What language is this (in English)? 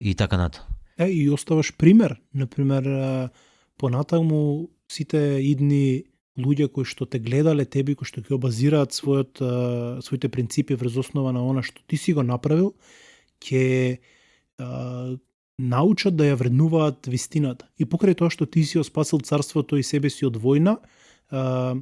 Macedonian